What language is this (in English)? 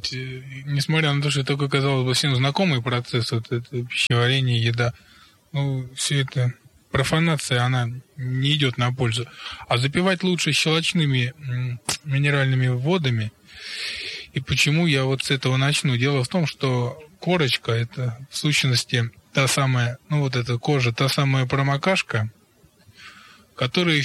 Russian